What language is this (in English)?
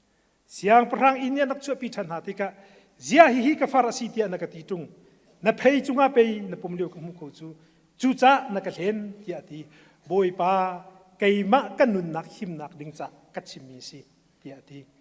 Hakha Chin